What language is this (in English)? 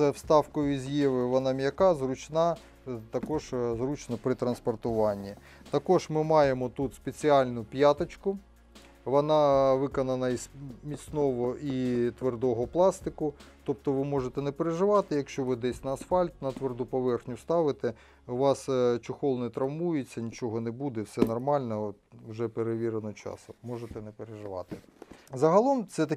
Ukrainian